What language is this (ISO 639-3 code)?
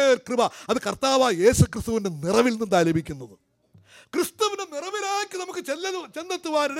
mal